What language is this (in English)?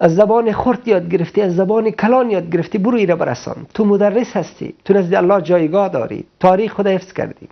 Persian